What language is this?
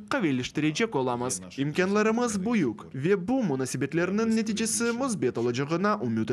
Crimean Tatar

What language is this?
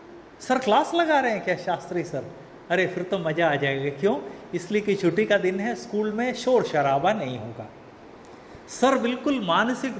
Hindi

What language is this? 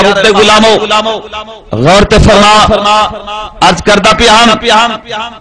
Saraiki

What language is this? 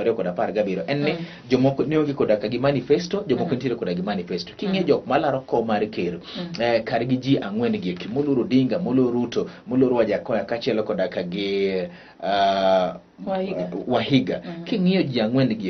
Luo (Kenya and Tanzania)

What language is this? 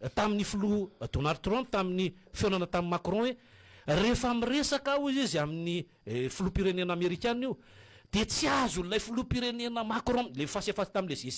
Malagasy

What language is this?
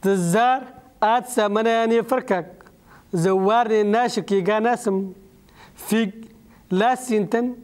Kabyle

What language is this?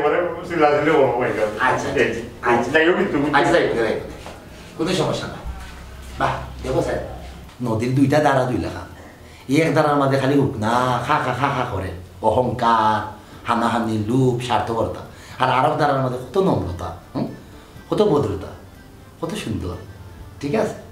Sylheti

